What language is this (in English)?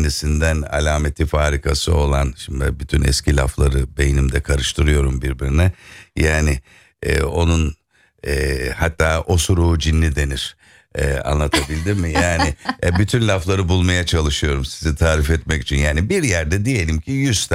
Turkish